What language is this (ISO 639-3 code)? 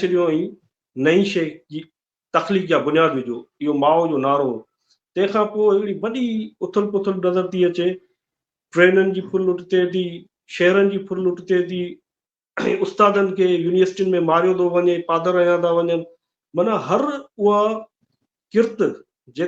snd